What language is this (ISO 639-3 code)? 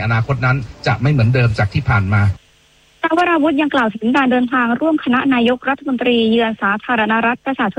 tha